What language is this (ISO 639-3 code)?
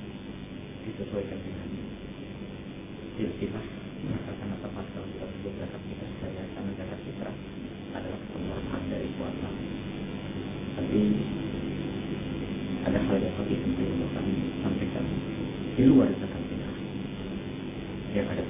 ind